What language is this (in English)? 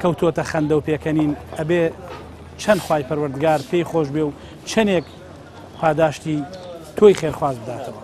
Central Kurdish